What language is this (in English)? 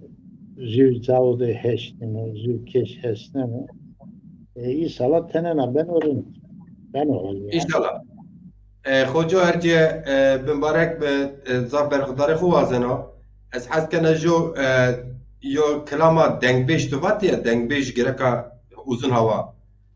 Zaza